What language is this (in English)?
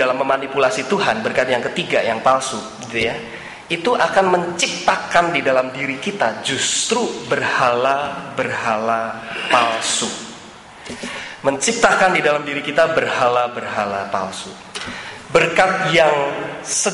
Indonesian